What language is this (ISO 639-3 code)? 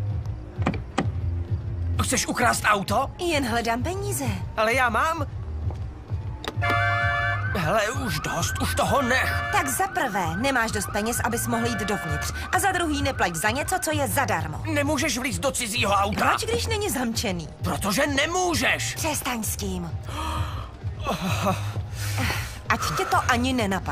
ces